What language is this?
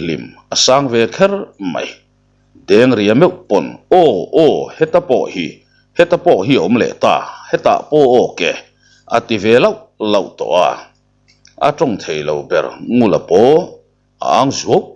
Mizo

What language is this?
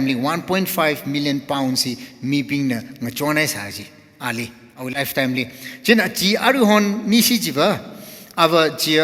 Tangkhul Naga (India)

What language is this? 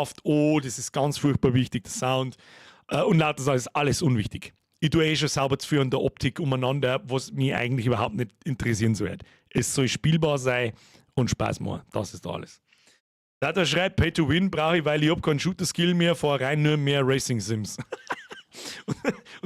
Bavarian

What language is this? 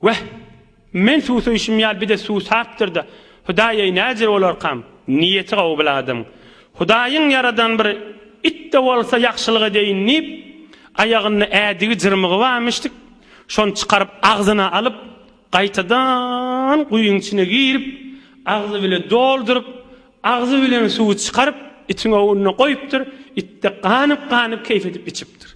Turkmen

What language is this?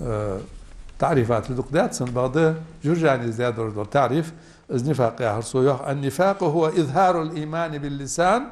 Ingush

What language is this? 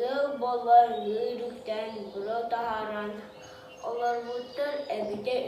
Yakut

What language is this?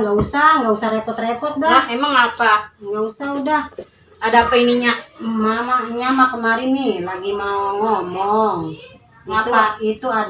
Betawi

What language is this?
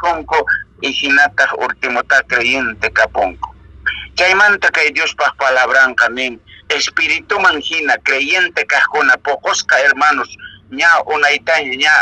Quechua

